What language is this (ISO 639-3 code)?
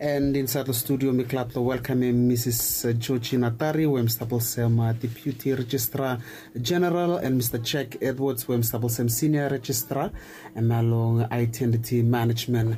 bis